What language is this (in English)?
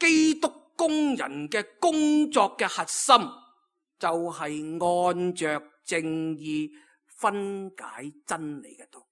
Cantonese